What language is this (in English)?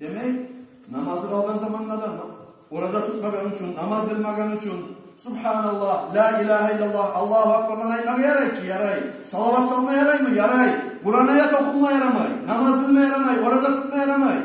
Kumyk